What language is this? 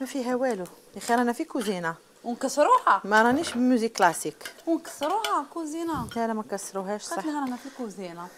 Algerian Arabic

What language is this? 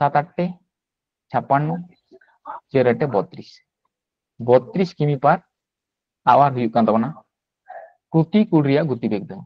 Santali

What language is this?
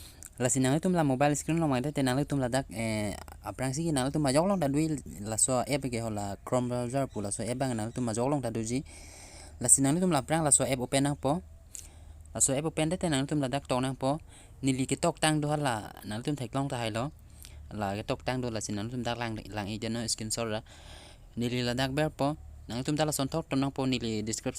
Karbi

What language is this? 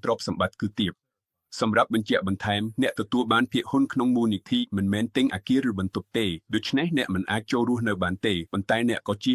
Khmer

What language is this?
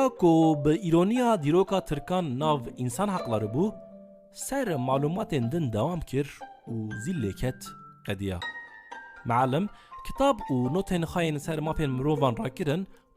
Kurdish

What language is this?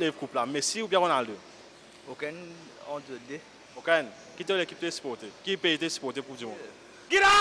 Morisyen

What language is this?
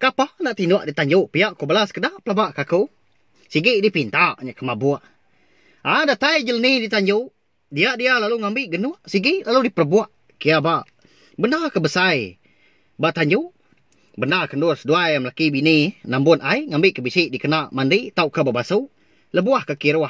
Iban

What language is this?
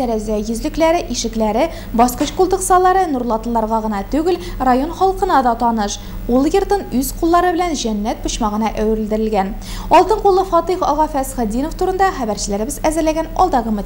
Tatar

